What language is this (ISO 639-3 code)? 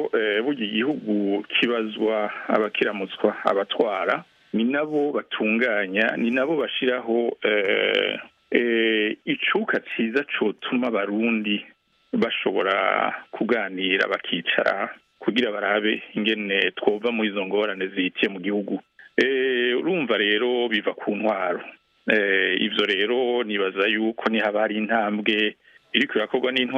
run